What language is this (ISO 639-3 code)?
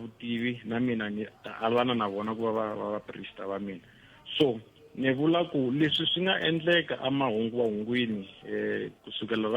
tso